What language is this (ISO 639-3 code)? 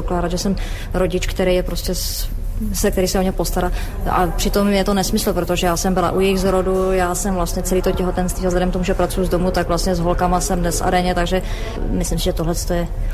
ces